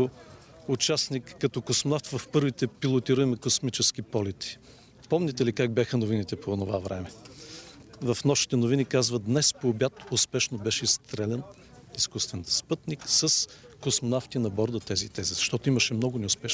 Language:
Bulgarian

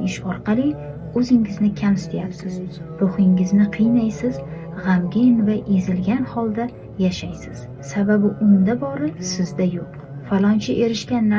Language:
Uzbek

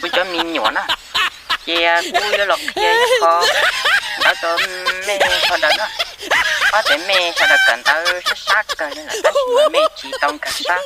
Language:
Hmong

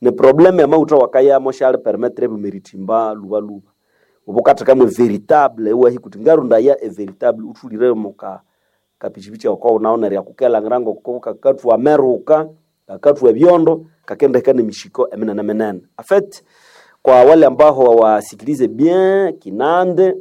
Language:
Nande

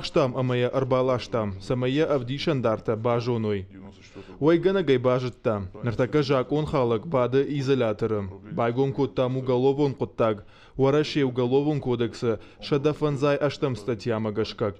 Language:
Ossetic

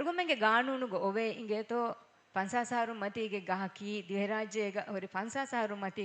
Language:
Divehi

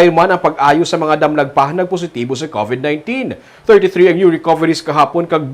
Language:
Hiligaynon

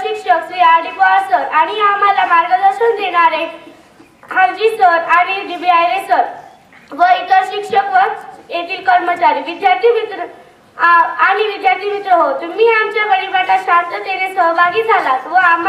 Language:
Marathi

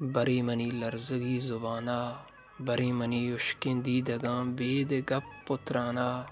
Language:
Baluchi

